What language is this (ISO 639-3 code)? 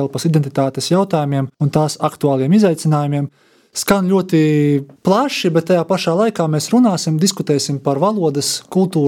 lav